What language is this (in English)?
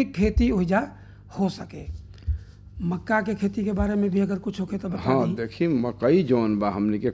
Bhojpuri